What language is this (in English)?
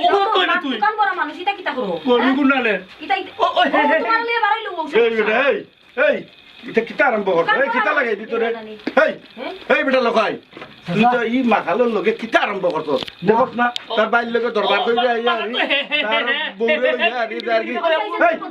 Sylheti